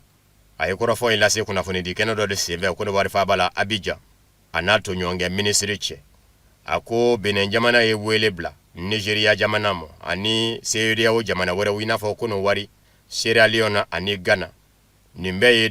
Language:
Bambara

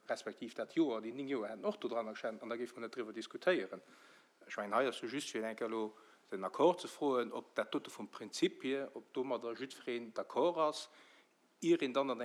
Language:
Luxembourgish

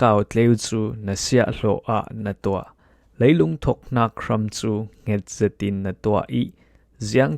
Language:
Falam Chin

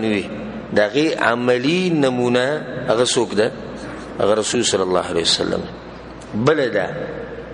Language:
Pashto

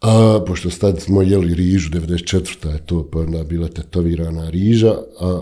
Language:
Bosnian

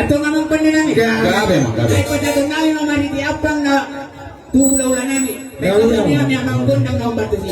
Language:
Batak Toba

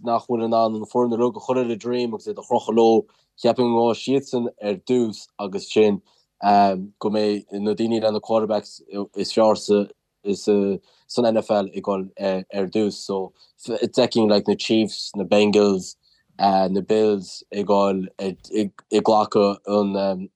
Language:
Irish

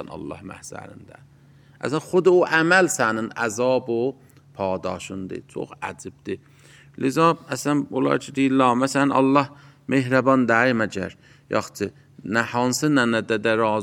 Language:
Azerbaijani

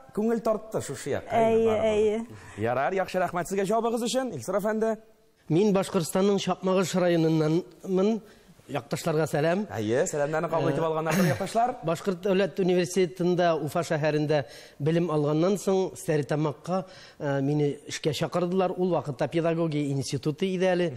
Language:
Tatar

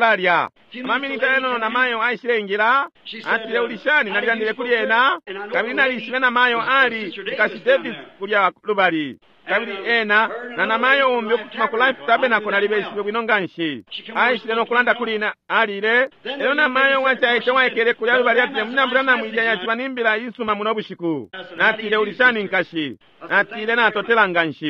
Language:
Bemba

